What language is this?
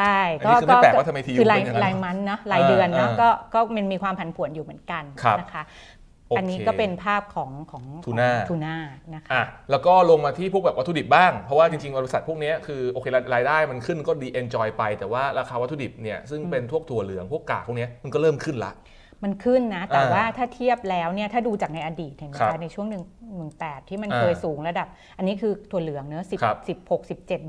Thai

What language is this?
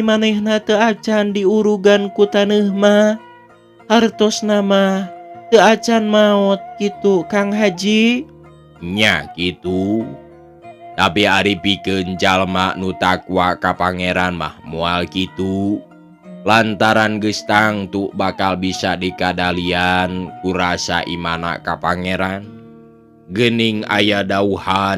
Sundanese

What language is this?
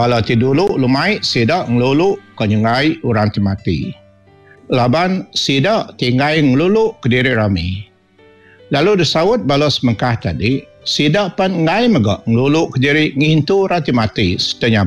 Iban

